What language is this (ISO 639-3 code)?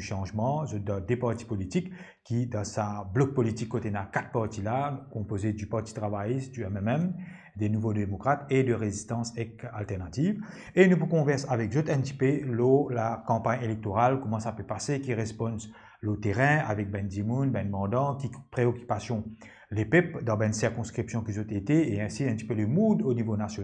mfe